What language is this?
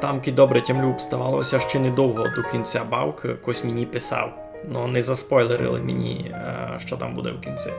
Rusyn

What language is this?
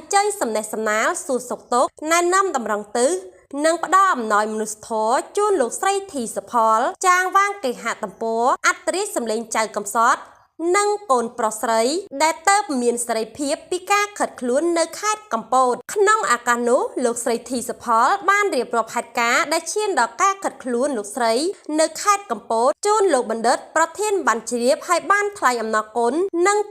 Khmer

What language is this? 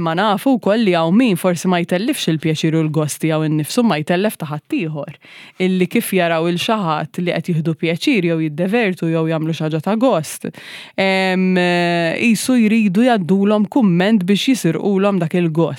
Maltese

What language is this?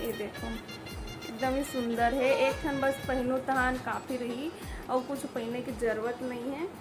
Chhattisgarhi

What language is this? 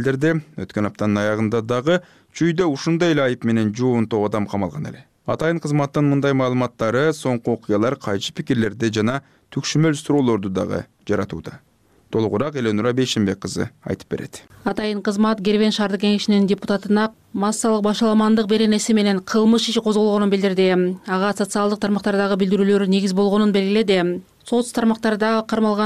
Kyrgyz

